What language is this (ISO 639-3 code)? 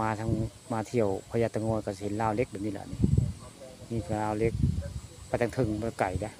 tts